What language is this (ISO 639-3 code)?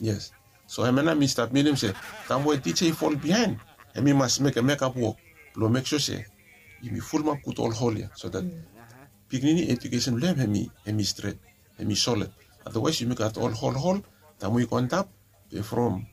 bis